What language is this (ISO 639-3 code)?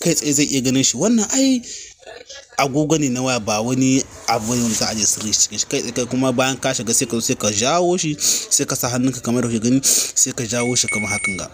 hau